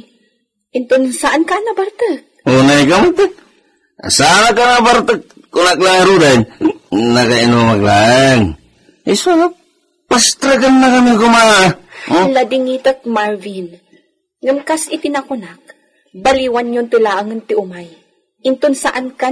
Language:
Iloko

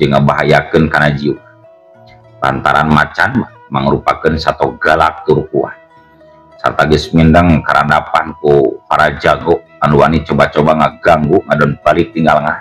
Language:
Sundanese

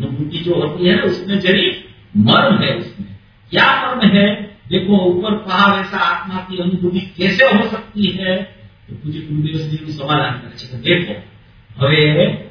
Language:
Gujarati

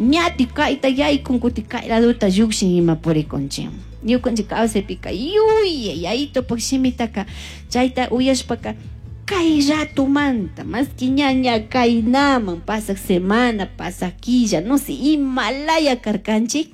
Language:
Chimborazo Highland Quichua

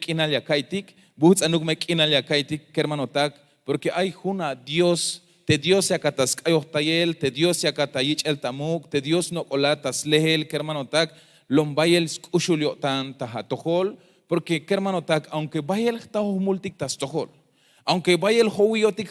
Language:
Tzeltal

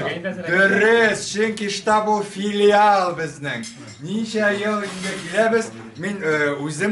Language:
Tatar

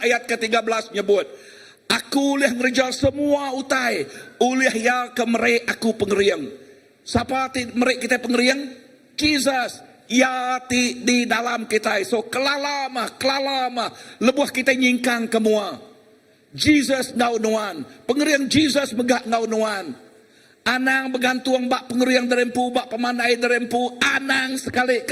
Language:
Iban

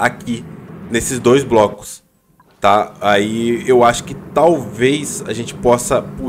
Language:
Portuguese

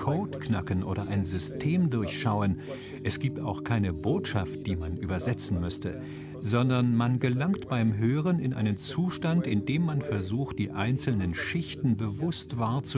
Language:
German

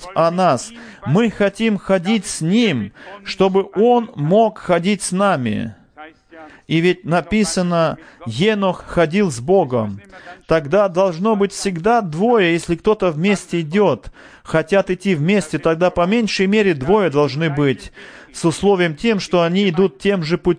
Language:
Russian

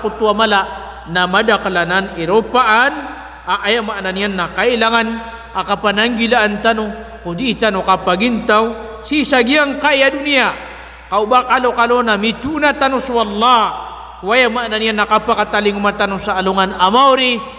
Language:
Maranao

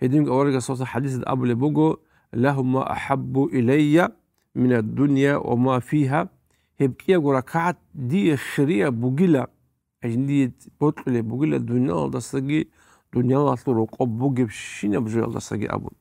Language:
Avaric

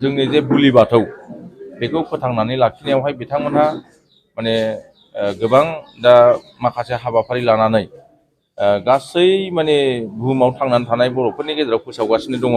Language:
Bodo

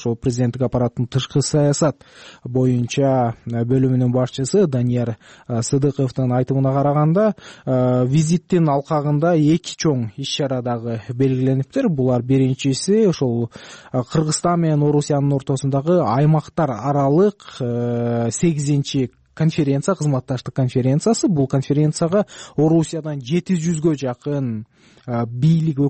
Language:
Kyrgyz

